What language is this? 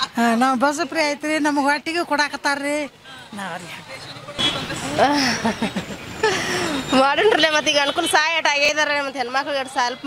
Kannada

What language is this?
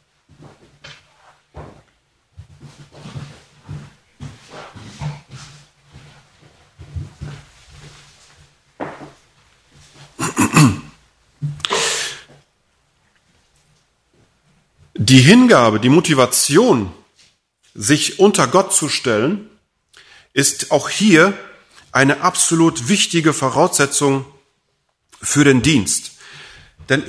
German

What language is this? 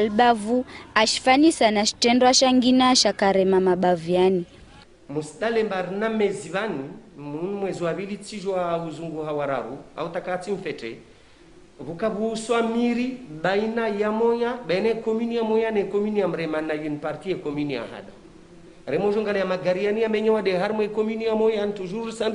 Ngazidja Comorian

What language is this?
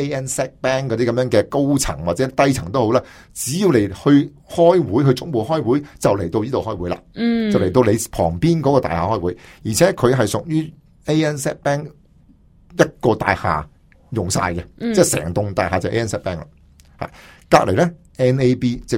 Cantonese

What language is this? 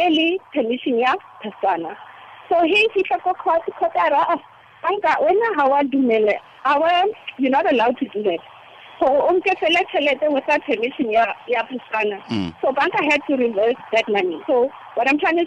Tswana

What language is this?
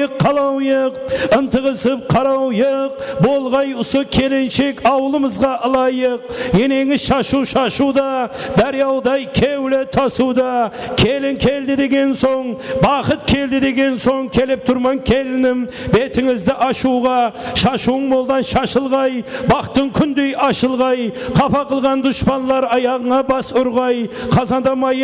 Kara-Kalpak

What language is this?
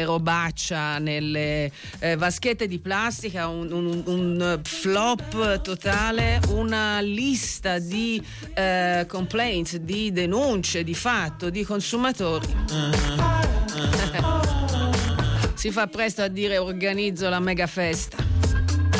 Italian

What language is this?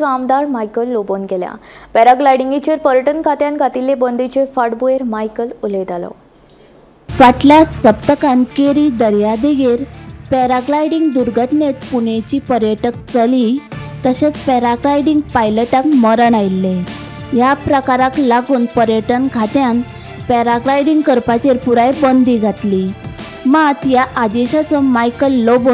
Konkani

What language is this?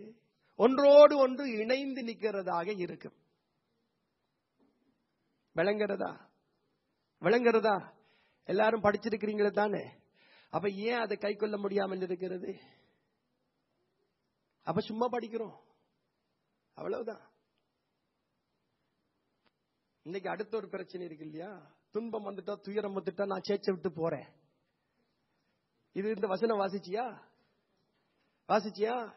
Tamil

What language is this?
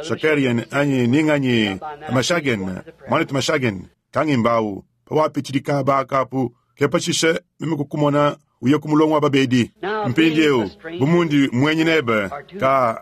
Luba-Lulua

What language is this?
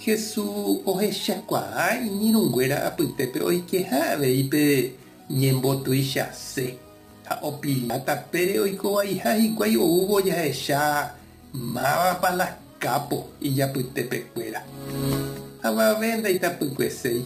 Guarani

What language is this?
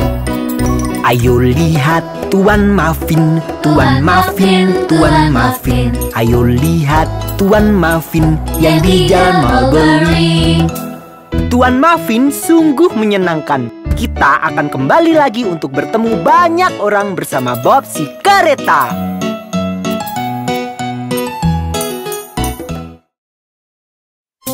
Indonesian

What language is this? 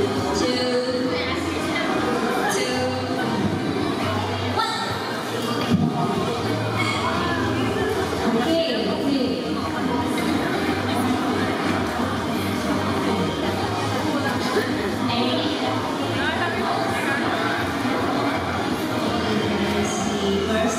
English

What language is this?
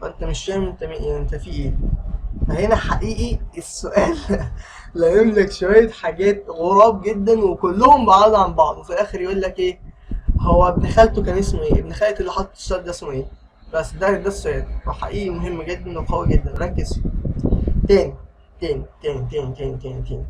Egyptian Arabic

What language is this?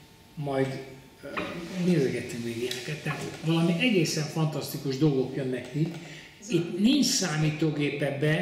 Hungarian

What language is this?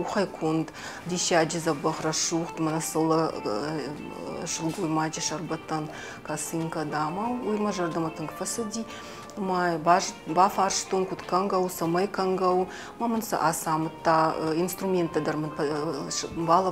Ossetic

